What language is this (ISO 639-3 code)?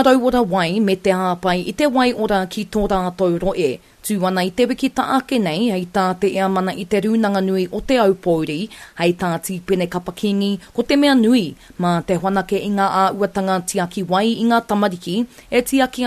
mri